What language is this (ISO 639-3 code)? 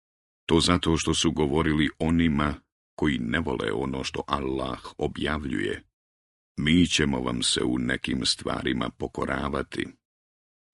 bos